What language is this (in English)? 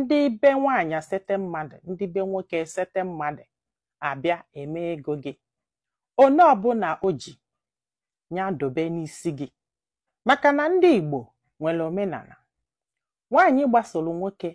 Igbo